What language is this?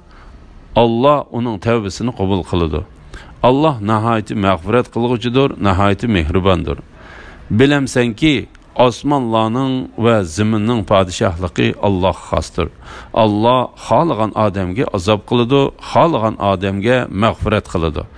Uyghur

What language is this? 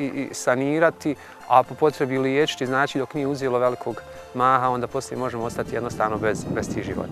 Bosnian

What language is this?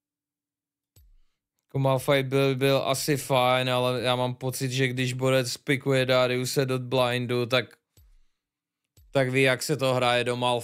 Czech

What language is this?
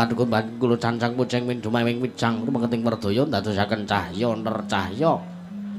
Javanese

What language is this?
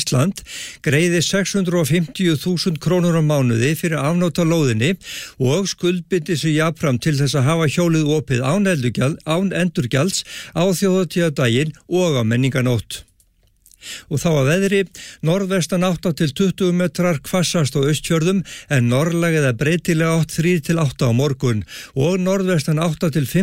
Icelandic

